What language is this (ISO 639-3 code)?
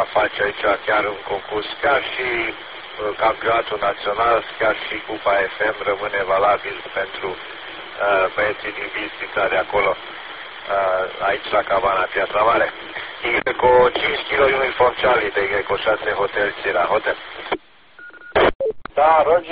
ron